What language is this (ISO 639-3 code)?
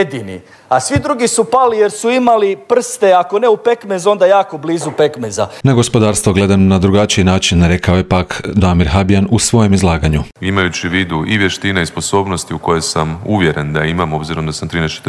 hrv